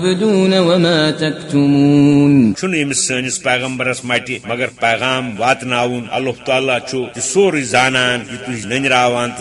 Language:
Kashmiri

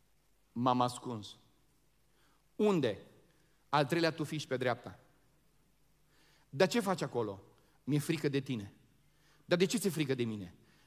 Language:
Romanian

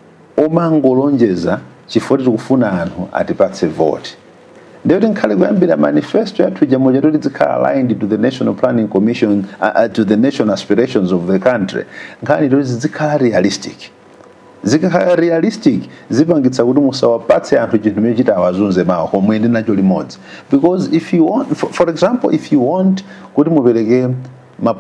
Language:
Nyanja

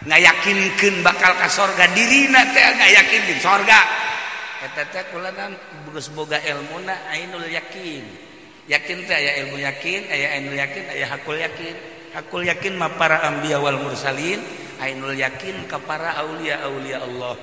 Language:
Sundanese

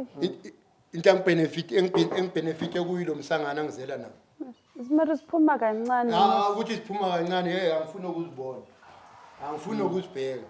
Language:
Zulu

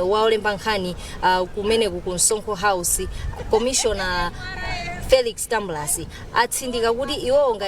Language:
Nyanja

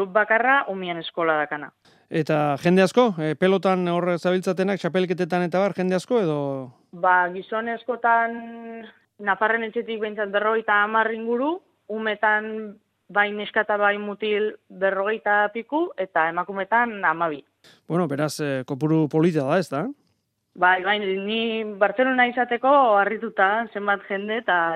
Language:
Basque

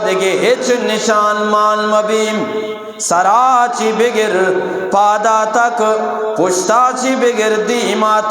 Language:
Eastern Balochi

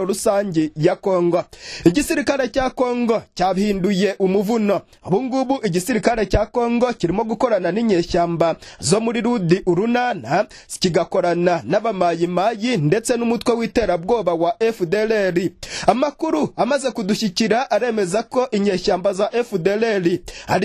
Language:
Kinyarwanda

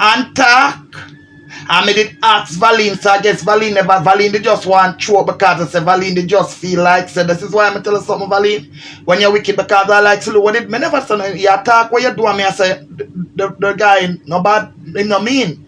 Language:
Jamaican Creole English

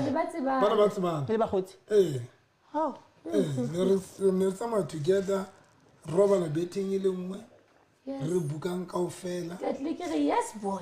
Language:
Southern Sotho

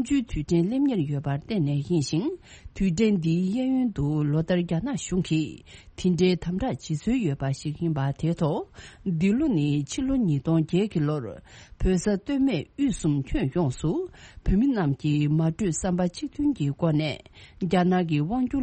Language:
Tibetan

